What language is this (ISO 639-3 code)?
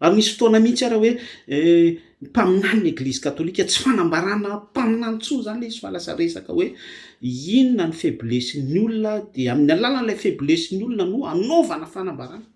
mlg